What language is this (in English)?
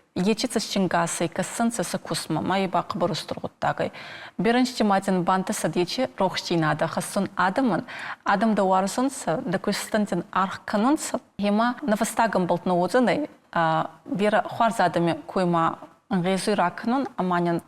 Ossetic